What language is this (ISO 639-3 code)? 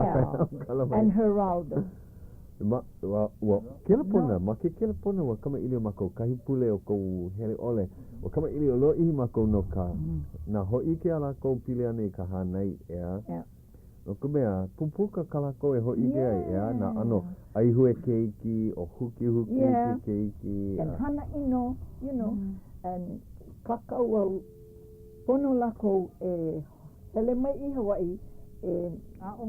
haw